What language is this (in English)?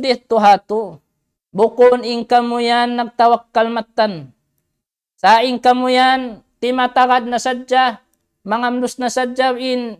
Tausug